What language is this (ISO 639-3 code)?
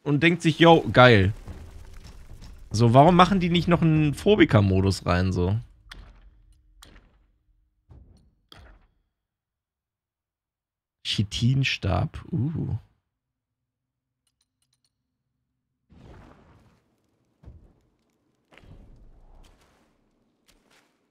deu